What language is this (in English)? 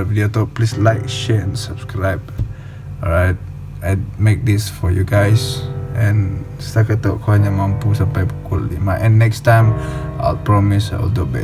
Iban